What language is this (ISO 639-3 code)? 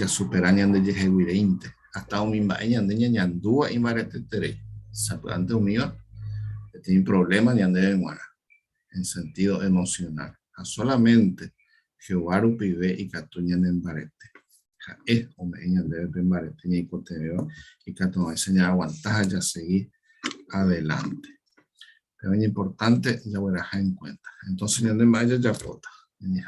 grn